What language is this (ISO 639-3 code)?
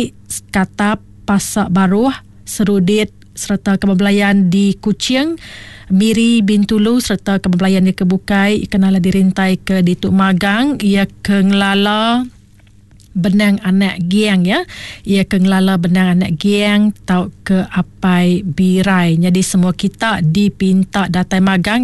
iba